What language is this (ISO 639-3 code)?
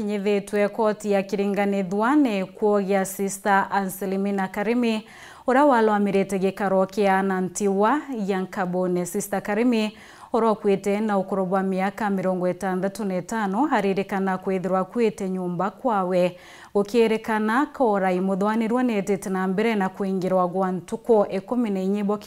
mer